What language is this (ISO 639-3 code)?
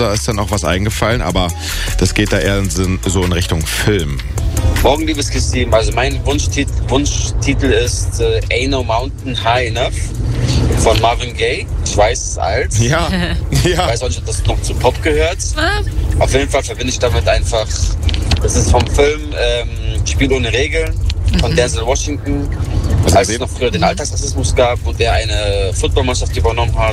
deu